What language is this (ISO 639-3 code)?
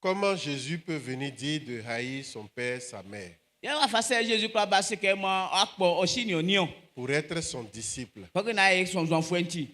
bci